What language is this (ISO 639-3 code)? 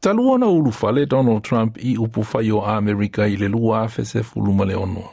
smo